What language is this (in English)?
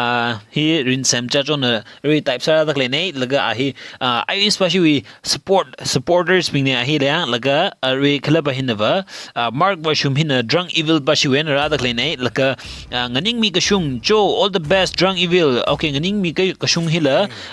Tangkhul Naga (India)